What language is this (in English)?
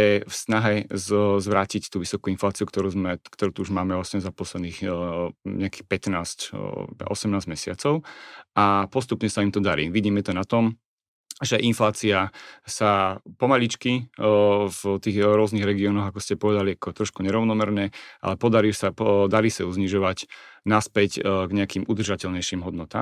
Slovak